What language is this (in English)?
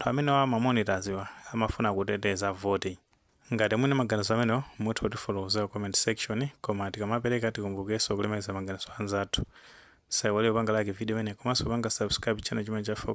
Nyanja